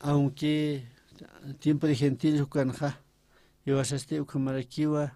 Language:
Aymara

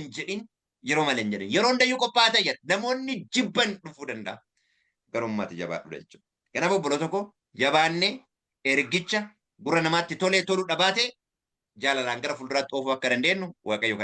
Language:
Oromo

